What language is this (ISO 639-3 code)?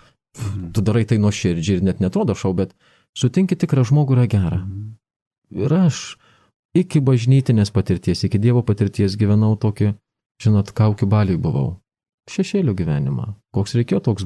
lit